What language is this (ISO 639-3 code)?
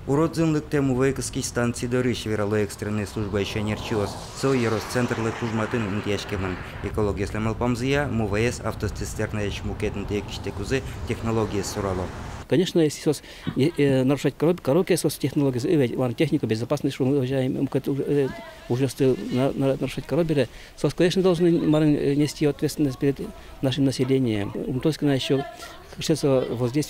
udm